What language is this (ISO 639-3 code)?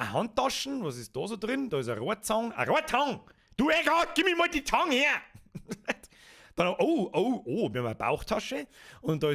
bar